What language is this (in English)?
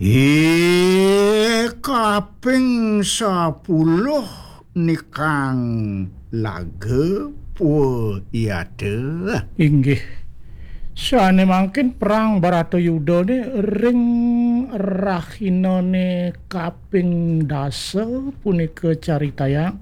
Balinese